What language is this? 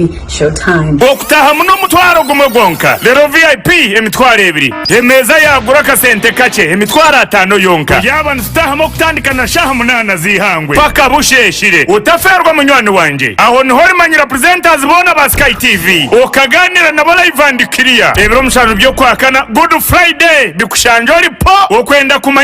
Nyankole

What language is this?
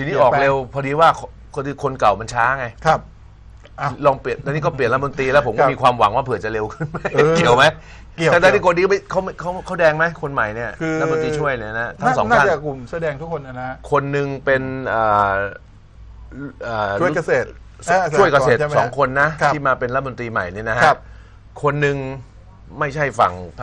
Thai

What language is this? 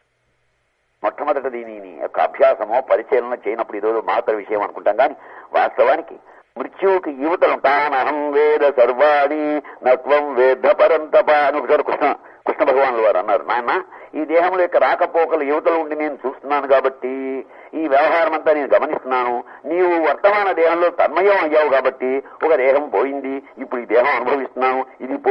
Telugu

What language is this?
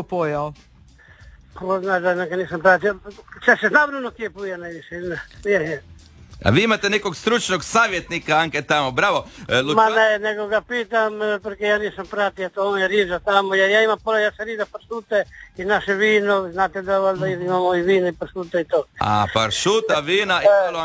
Croatian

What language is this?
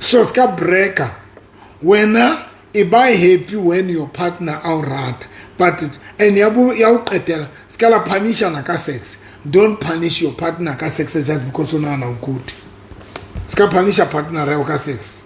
Southern Sotho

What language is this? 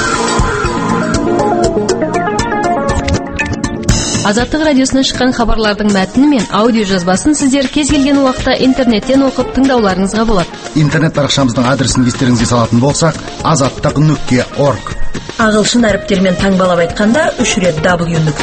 Kazakh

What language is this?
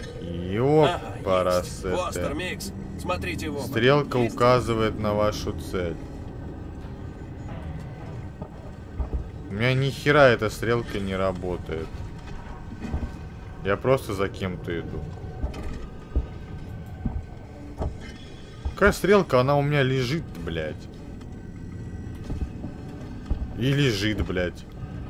Russian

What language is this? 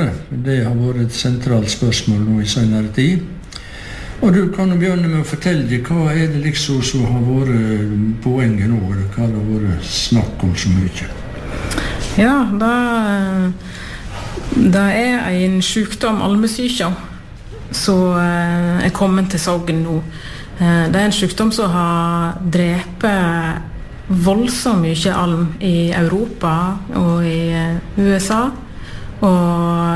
Norwegian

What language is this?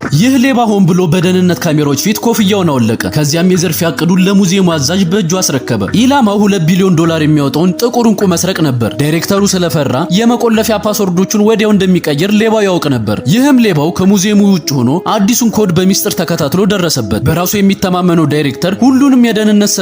Amharic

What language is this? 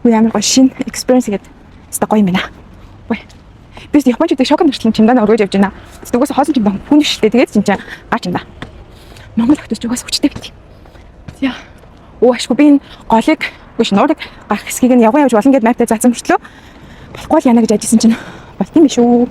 Mongolian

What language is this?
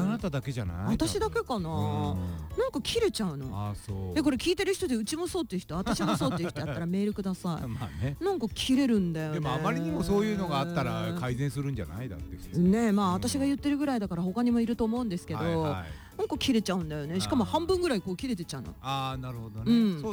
Japanese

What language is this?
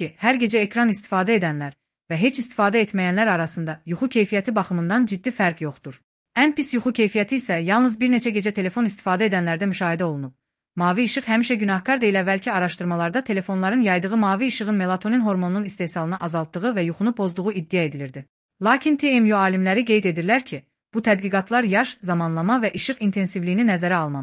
Azerbaijani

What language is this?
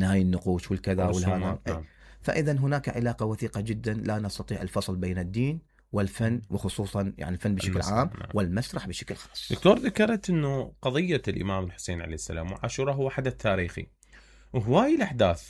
Mesopotamian Arabic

